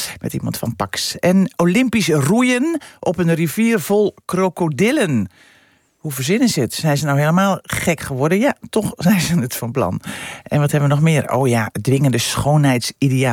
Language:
Dutch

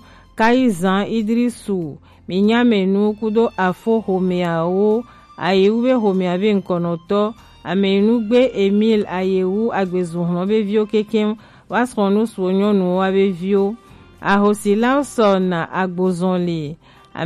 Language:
Gen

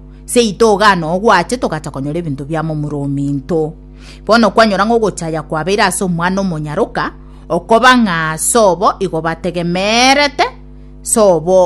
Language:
Gusii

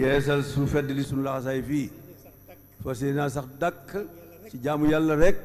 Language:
Wolof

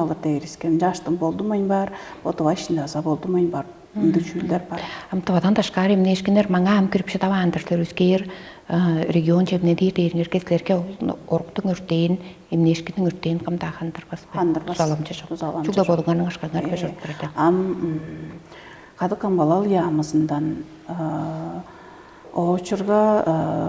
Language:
Tuvinian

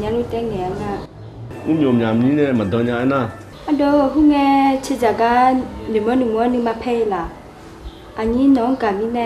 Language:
Akha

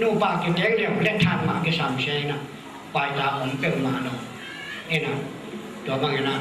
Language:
Tedim Chin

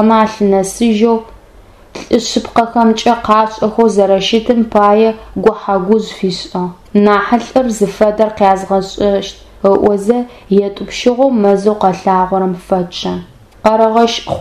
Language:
Adyghe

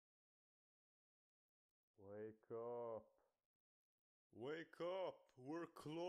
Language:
English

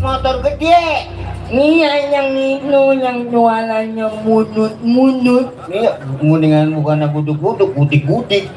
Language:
Betawi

